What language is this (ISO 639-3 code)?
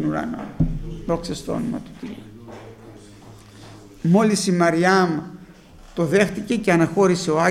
ell